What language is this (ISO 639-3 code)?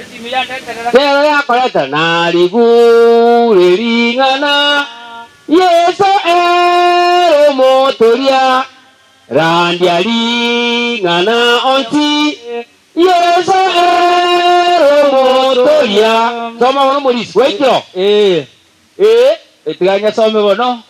guz